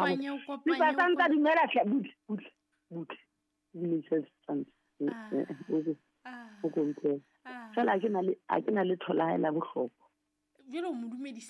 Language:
Southern Sotho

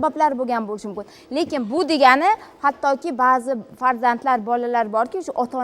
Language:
Uzbek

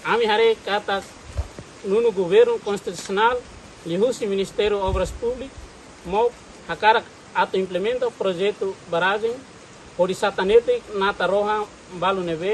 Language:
Tetum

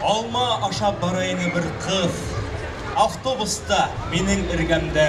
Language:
Bashkir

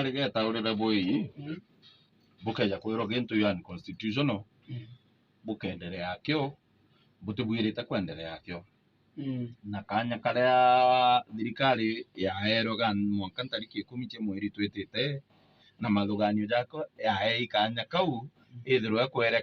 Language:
Meru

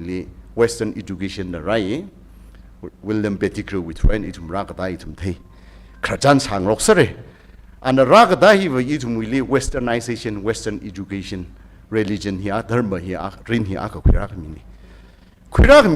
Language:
Tangkhul Naga (India)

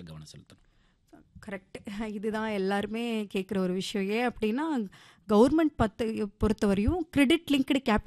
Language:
Tamil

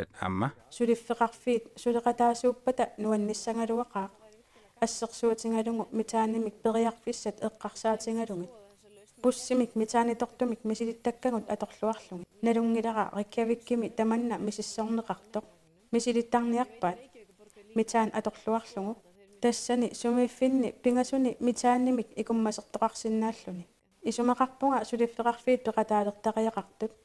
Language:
Kalaallisut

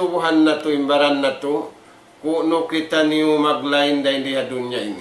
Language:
Tausug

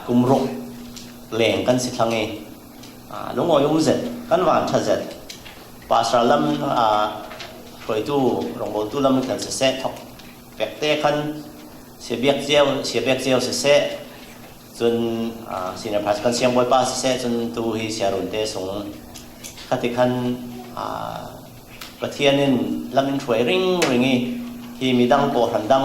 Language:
Falam Chin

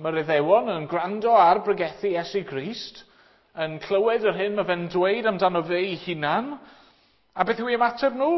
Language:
Welsh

